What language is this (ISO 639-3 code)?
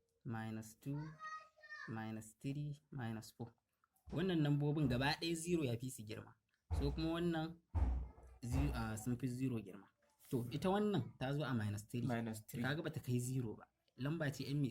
hau